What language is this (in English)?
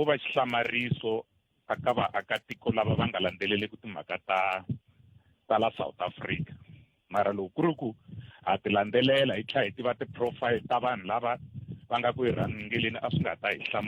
Tsonga